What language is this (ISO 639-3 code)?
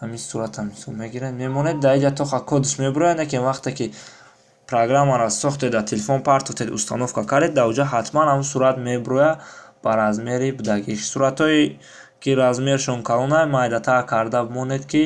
tgk